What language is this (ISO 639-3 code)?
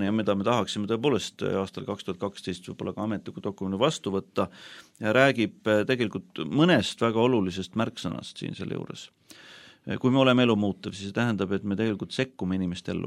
est